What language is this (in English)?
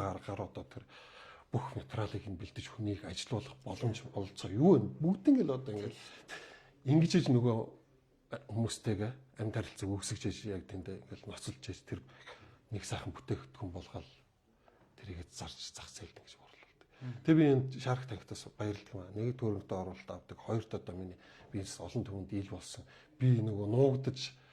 Mongolian